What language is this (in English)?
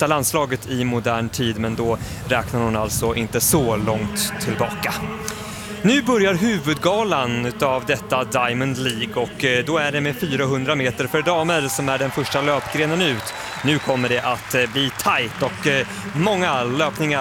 Swedish